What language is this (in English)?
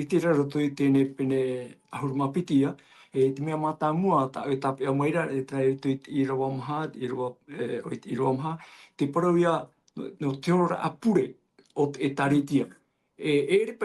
Tahitian